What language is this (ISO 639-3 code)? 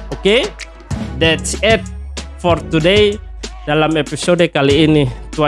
abs